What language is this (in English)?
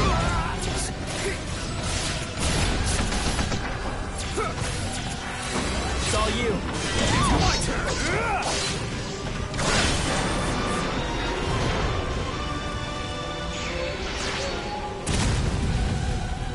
English